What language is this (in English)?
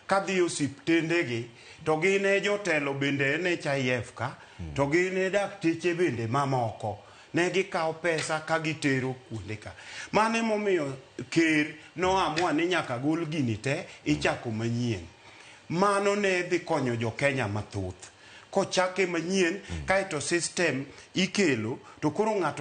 Luo (Kenya and Tanzania)